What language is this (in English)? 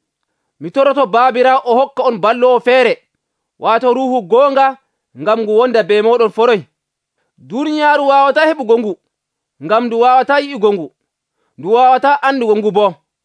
Nigerian Fulfulde